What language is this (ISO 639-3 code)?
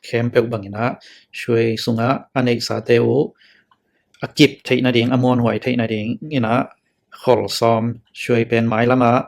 ctd